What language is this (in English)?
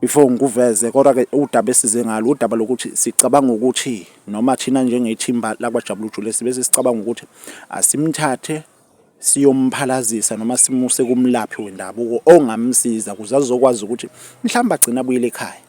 Zulu